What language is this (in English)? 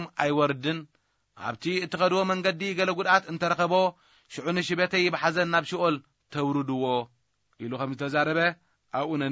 Tigrinya